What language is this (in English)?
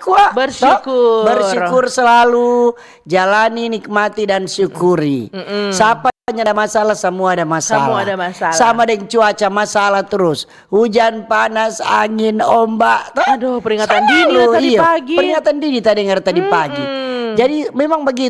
Manado Malay